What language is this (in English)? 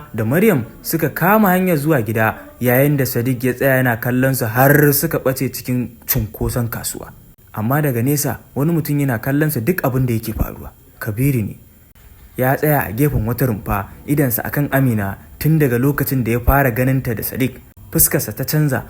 Hausa